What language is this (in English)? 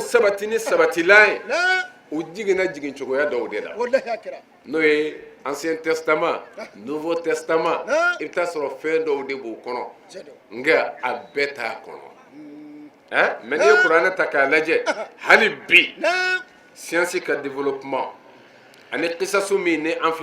Bambara